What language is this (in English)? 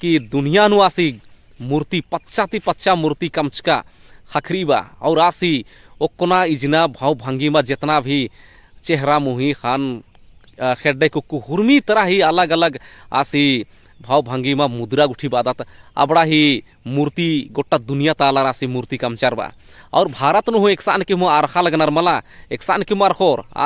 Kurukh